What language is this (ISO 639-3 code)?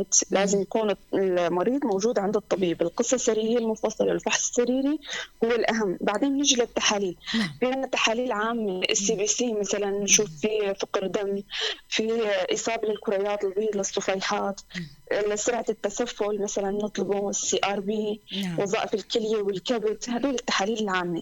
apc